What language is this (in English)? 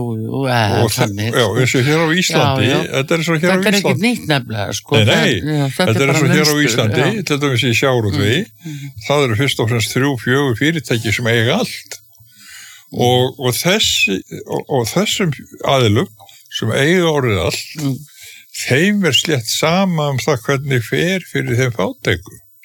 Icelandic